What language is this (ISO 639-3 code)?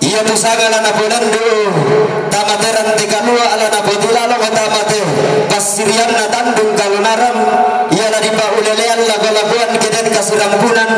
sda